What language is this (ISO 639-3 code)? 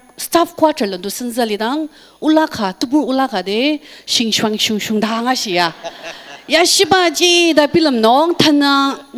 njo